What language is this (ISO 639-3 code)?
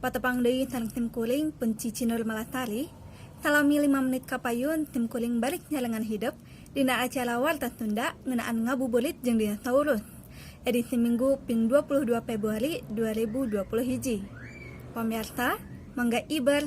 sun